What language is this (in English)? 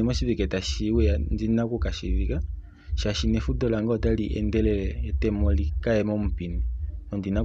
Kuanyama